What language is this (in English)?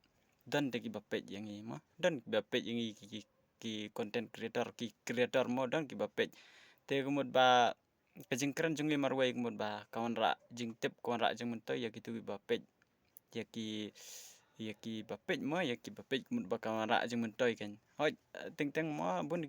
Khasi